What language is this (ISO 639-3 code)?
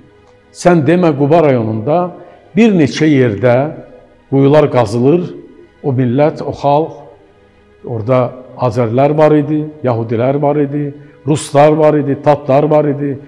aze